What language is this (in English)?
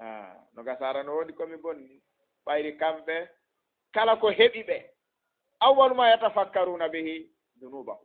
Fula